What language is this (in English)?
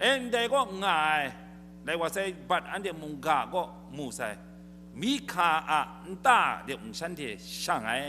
Kachin